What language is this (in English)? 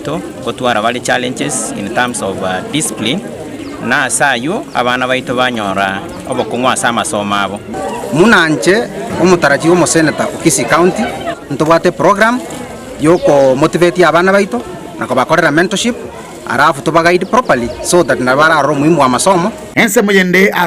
Gusii